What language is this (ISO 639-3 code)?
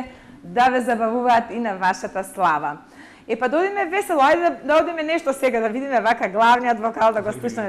mkd